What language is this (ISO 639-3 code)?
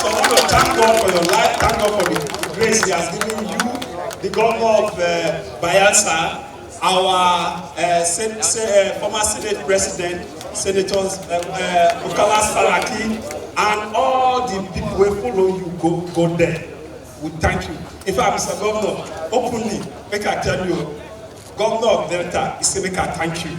pcm